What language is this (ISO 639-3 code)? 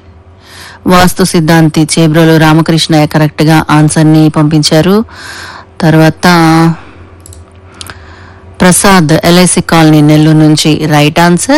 tel